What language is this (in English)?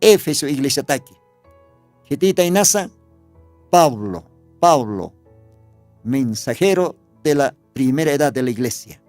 Aymara